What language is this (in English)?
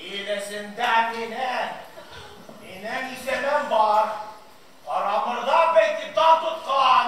Bashkir